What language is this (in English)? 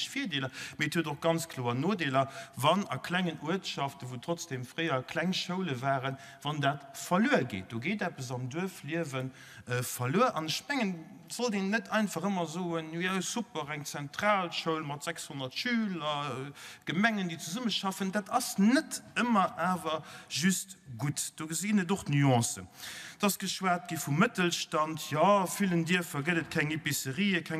Luxembourgish